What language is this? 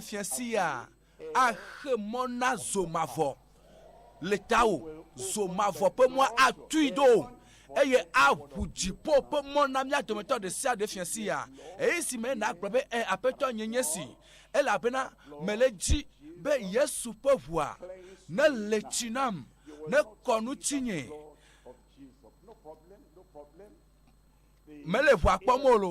Ewe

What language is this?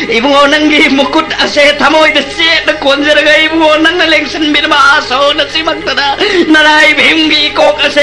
Manipuri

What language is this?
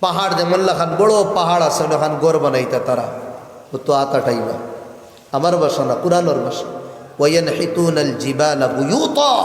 Sylheti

